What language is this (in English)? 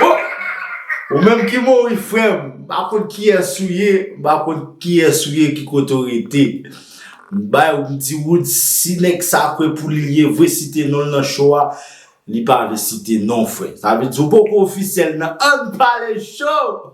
Haitian Creole